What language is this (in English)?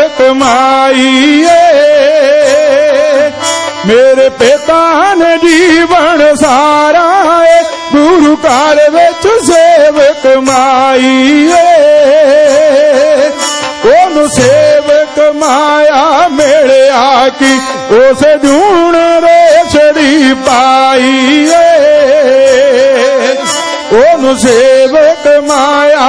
Punjabi